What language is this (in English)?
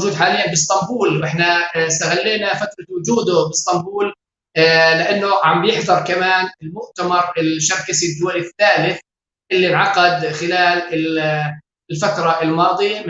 North Levantine Arabic